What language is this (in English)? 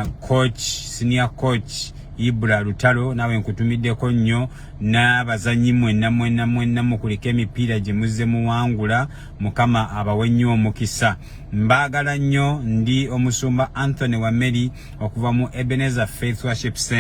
Ganda